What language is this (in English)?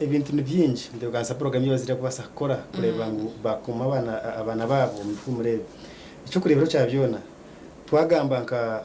Nyankole